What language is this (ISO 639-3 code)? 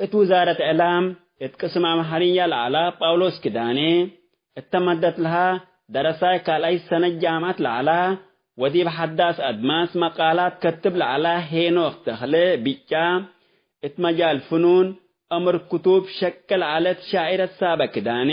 tig